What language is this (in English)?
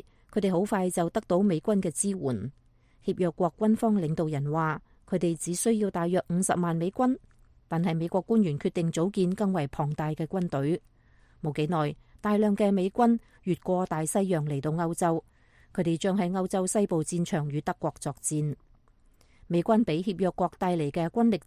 Cantonese